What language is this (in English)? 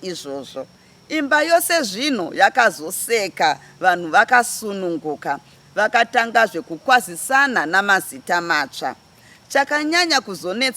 Shona